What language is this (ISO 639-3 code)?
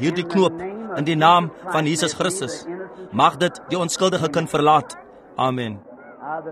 afr